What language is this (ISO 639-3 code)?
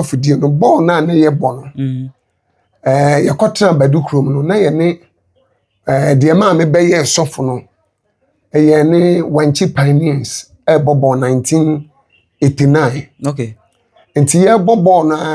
aka